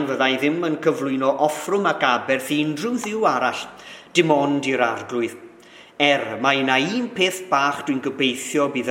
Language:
Welsh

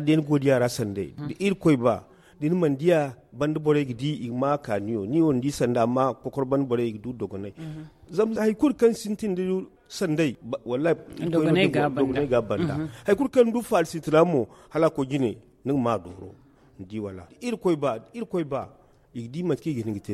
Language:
Zarma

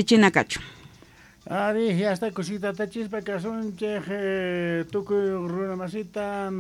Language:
South Bolivian Quechua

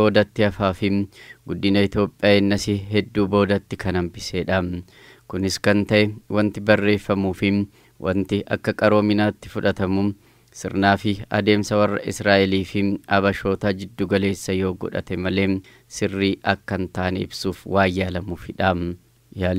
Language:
Oromo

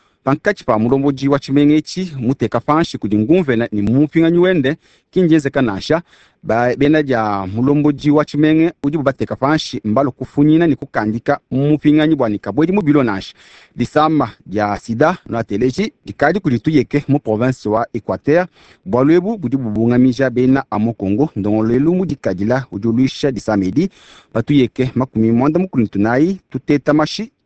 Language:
Luba-Lulua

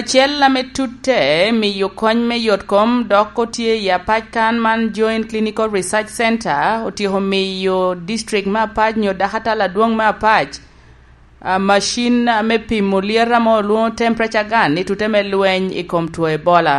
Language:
Lango (Uganda)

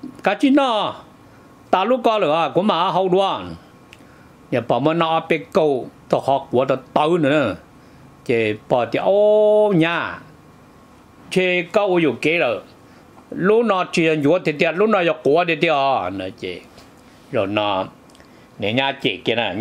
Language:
Vietnamese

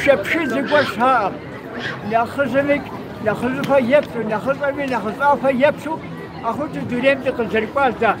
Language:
Kabardian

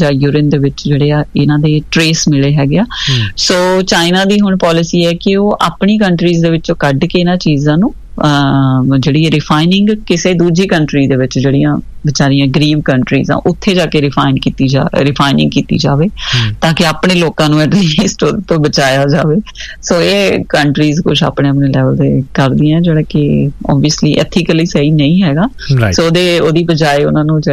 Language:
Punjabi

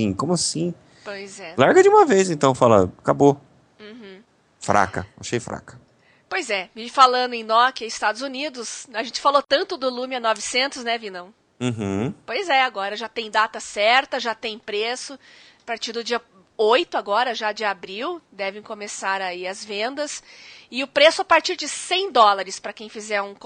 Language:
Portuguese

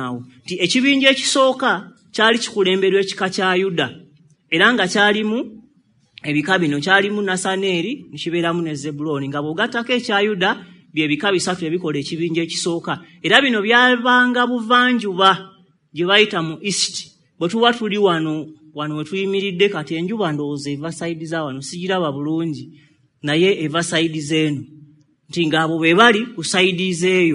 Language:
Ganda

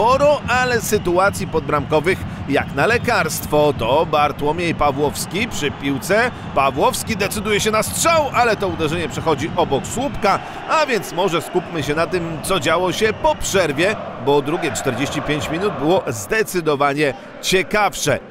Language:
Polish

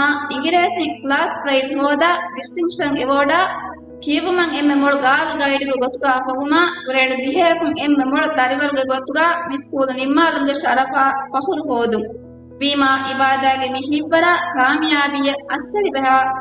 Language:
Divehi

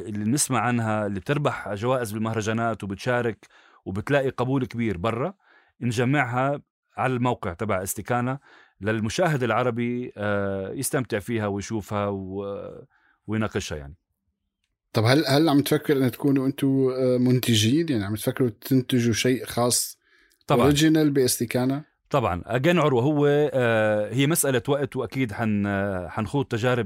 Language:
North Levantine Arabic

